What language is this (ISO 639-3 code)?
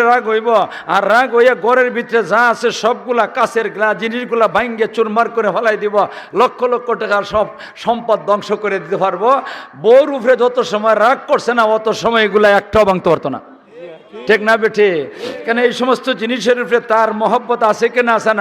syl